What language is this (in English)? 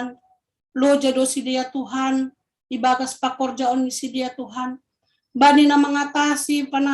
Batak Simalungun